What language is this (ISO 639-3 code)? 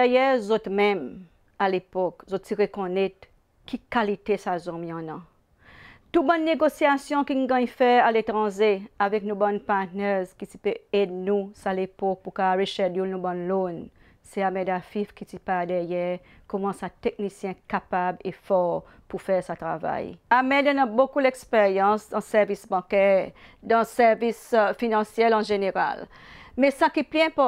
crs